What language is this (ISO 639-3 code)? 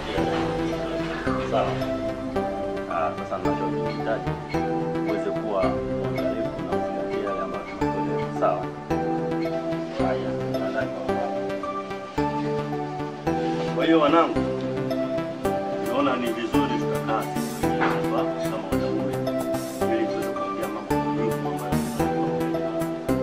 swa